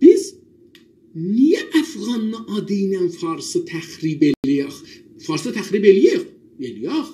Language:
South Azerbaijani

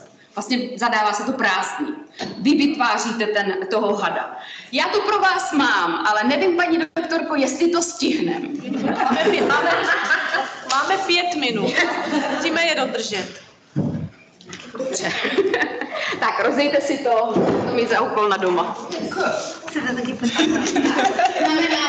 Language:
Czech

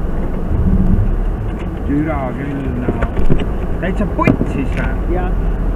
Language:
Estonian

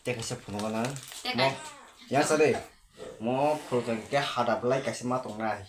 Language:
Kok Borok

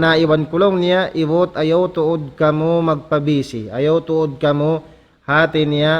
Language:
Tausug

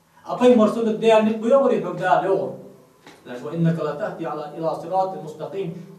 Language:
Ingush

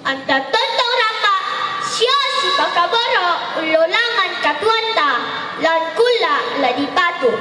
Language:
Toraja-Sa'dan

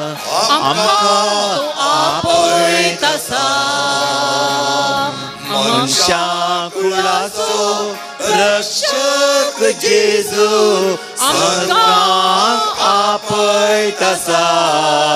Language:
Konkani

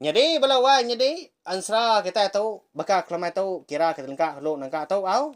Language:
Iban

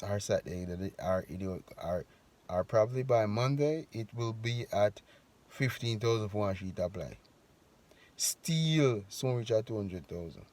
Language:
Jamaican Creole English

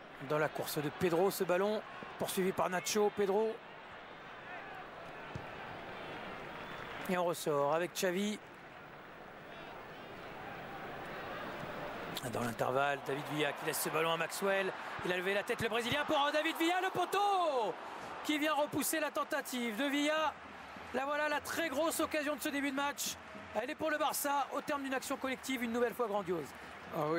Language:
French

